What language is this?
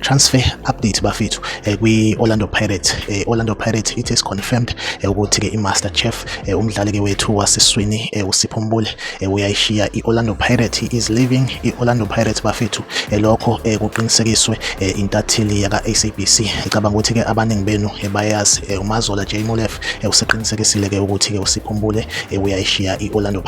Zulu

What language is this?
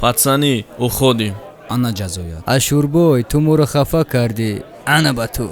Tajik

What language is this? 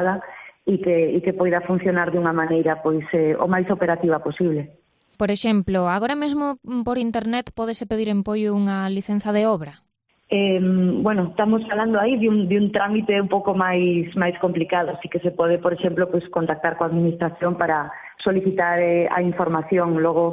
Galician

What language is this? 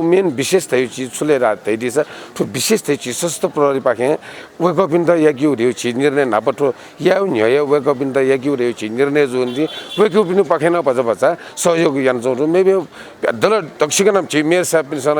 Newari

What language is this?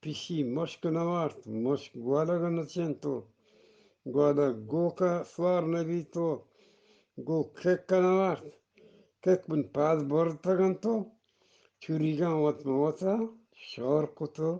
Eastern Balochi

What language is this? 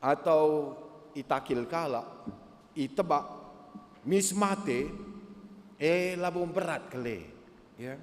Batak Karo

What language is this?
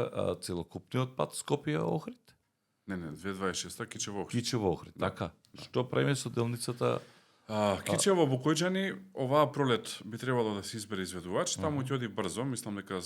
Macedonian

